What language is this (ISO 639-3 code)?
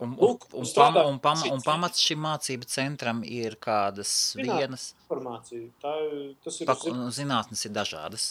lav